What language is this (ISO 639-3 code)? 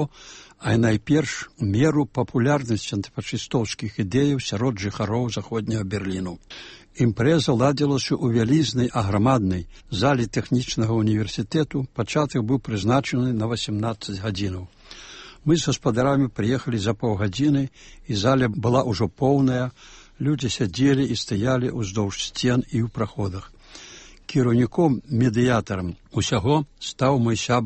bel